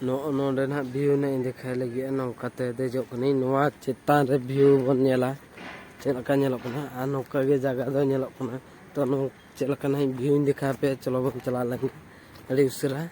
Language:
Santali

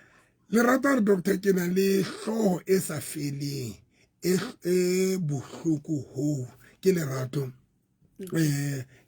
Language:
Southern Sotho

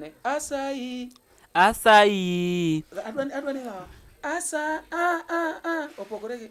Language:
Luo (Kenya and Tanzania)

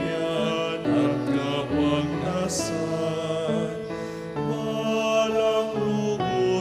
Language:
Pampanga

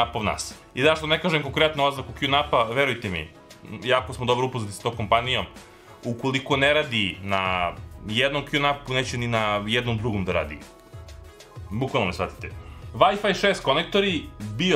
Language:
Serbian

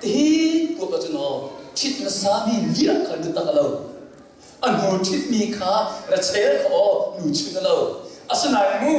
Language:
Hakha Chin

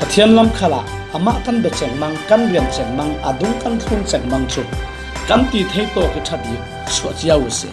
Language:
Falam Chin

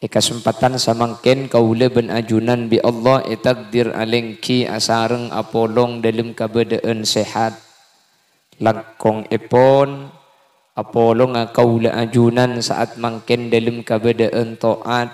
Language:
Madurese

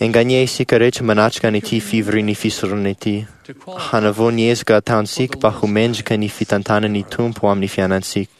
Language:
Malagasy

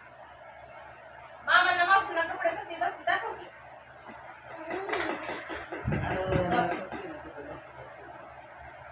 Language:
Marathi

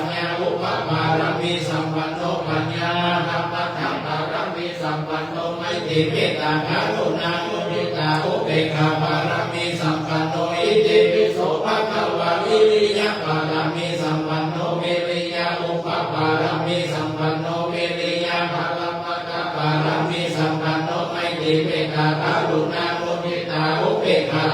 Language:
Pali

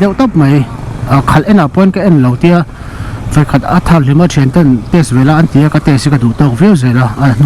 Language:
Mizo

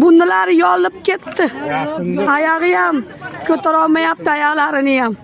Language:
Uzbek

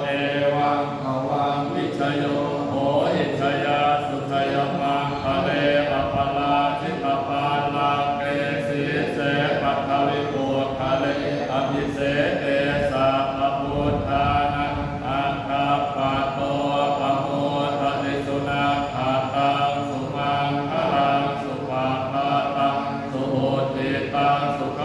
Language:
Pali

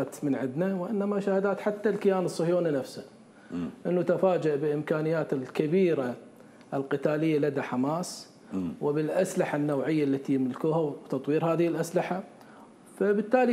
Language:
Mesopotamian Arabic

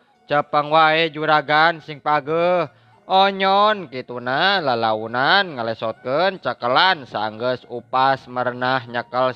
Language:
Sundanese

